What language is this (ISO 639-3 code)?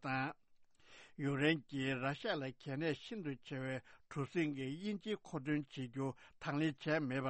bod